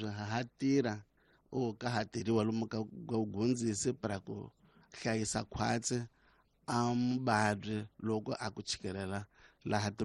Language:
Tsonga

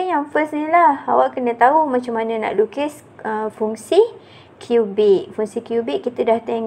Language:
Malay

